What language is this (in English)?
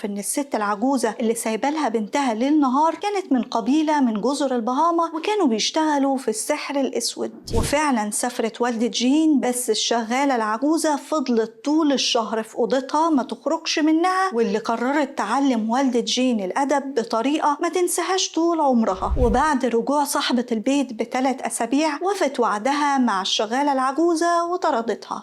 Egyptian Arabic